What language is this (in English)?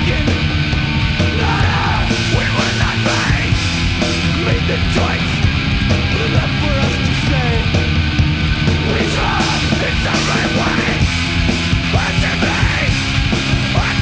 Basque